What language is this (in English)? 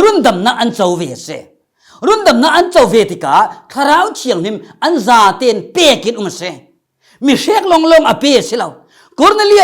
Falam Chin